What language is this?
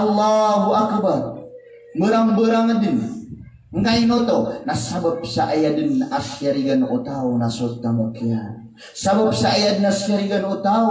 Maranao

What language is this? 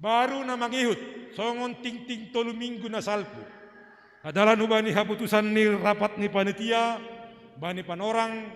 Batak Simalungun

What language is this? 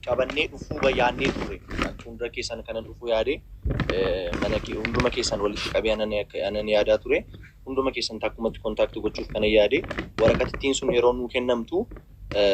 Oromo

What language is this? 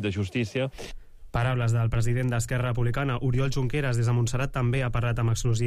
Catalan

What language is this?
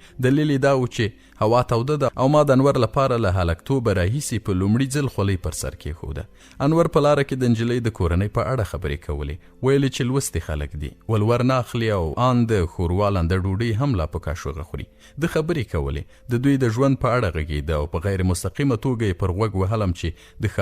Pashto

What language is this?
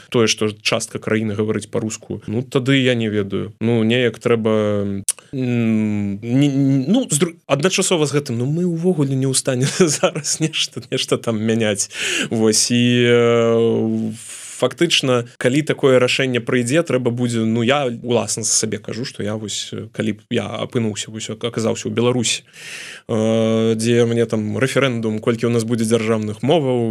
Belarusian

